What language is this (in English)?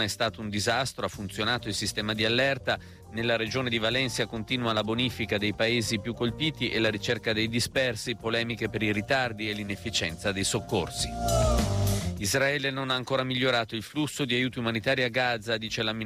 Italian